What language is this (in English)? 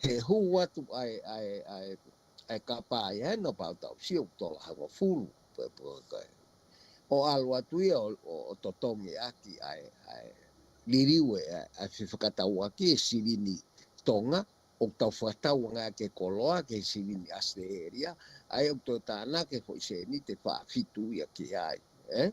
Tongan